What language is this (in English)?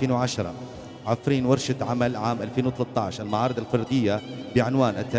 Kurdish